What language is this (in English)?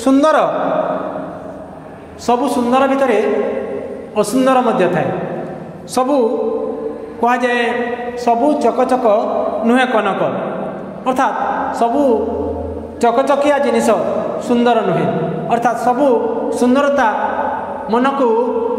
Odia